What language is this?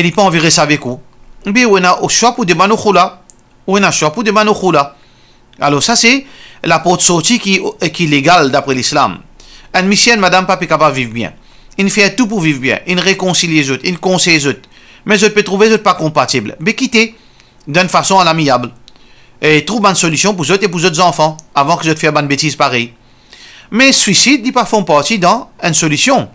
Morisyen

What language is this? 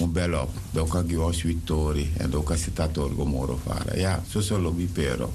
Sranan Tongo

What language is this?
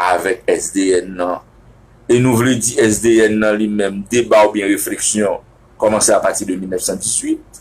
Haitian Creole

